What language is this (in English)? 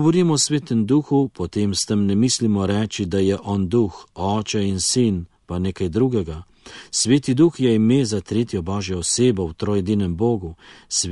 Slovenian